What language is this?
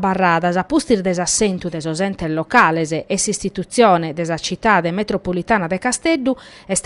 Sardinian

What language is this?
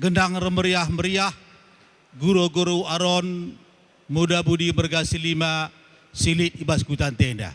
Batak Karo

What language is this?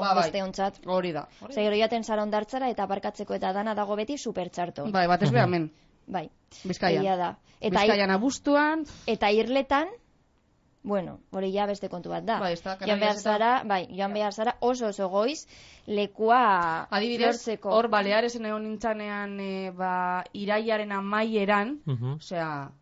Basque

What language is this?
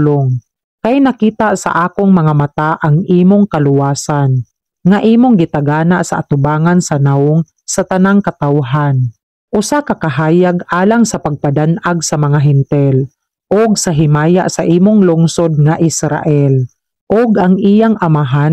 Cebuano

